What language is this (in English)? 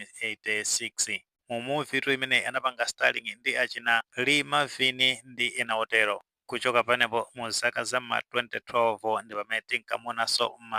Nyanja